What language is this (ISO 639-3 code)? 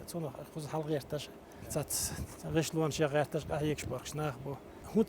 che